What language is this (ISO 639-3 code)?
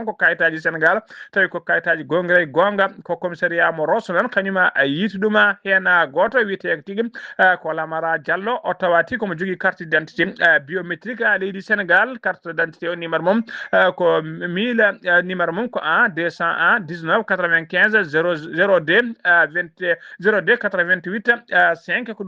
ful